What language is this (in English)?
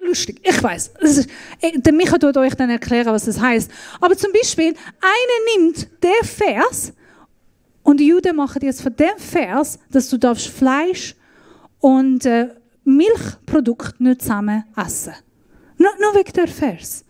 Swiss German